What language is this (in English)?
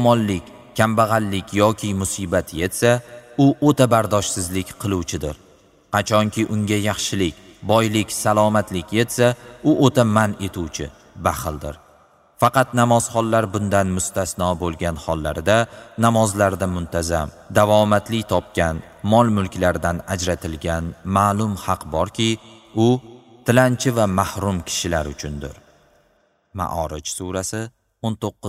Uzbek